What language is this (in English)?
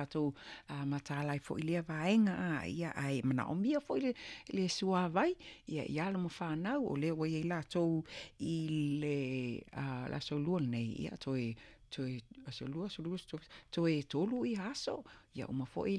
Samoan